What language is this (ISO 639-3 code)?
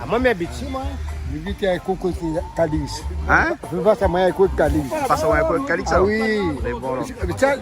rcf